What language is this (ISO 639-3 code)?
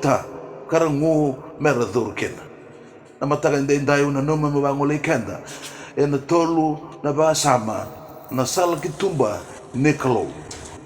fij